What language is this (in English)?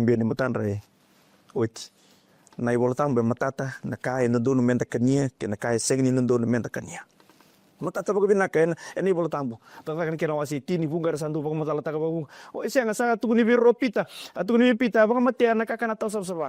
Fijian